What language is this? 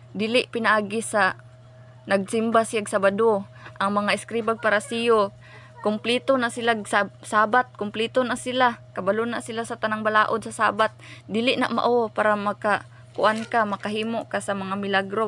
Cebuano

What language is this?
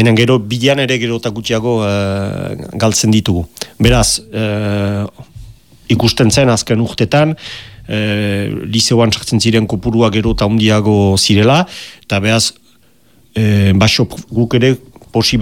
Basque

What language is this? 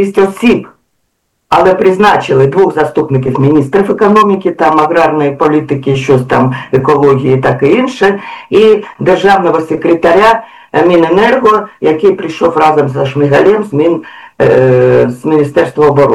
Ukrainian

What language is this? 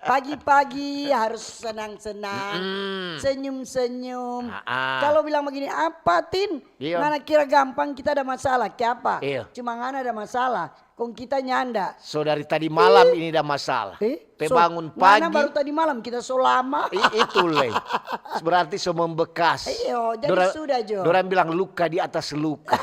Manado Malay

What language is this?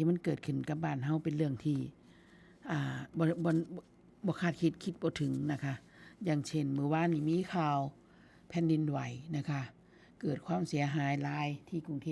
Northeastern Thai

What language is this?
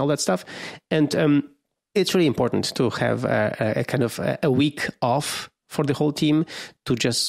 English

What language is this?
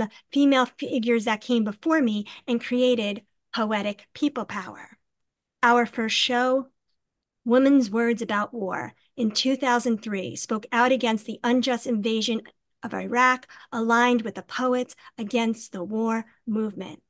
English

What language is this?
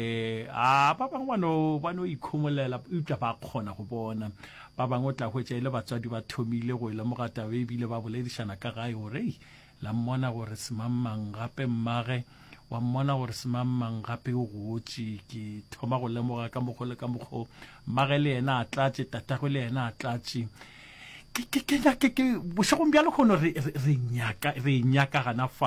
Northern Sotho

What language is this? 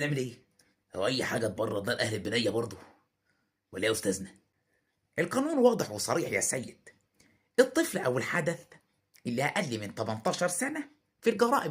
Egyptian Arabic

